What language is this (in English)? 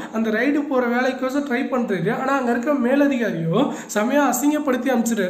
Tamil